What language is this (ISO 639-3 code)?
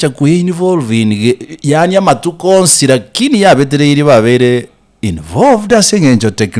guz